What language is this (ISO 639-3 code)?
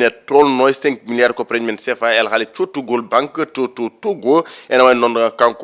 ful